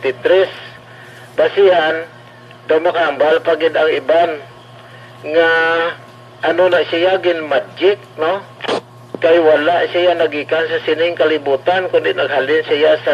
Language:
Hiligaynon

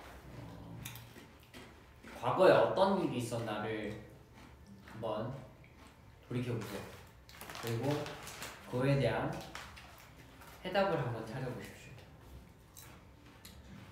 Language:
Korean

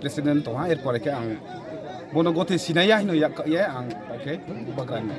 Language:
Kok Borok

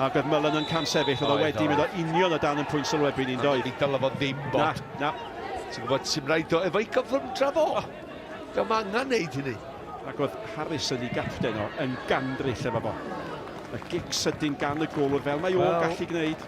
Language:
Welsh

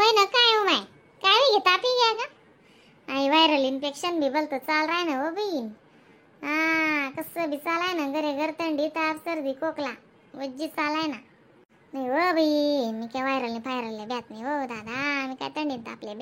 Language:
Khandesi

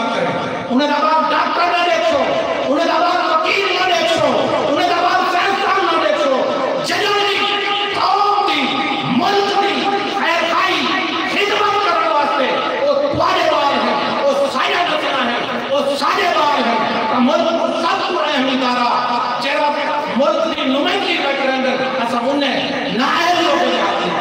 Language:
Saraiki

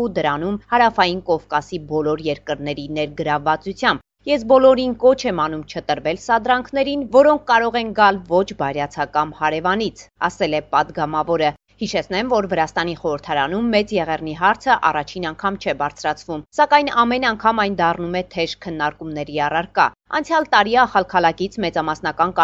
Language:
Armenian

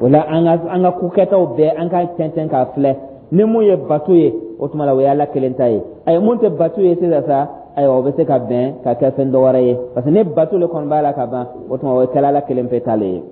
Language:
Dyula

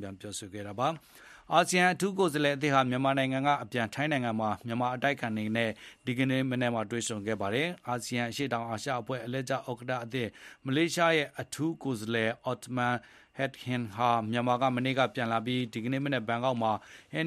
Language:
Burmese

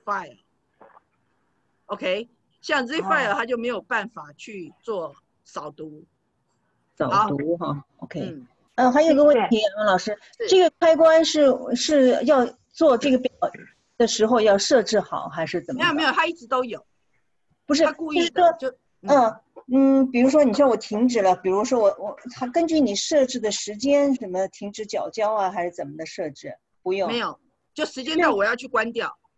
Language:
Chinese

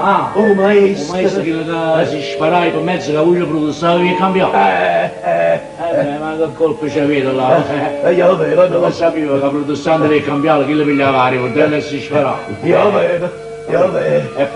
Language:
Neapolitan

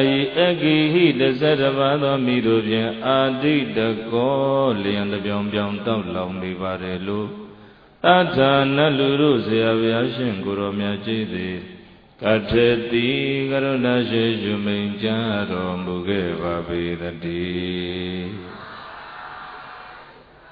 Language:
Burmese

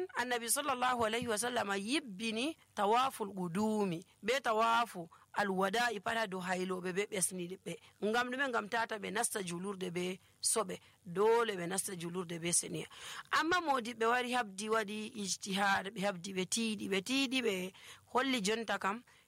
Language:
Nigerian Fulfulde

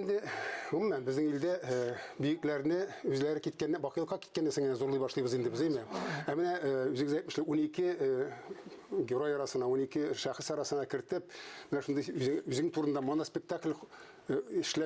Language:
Tatar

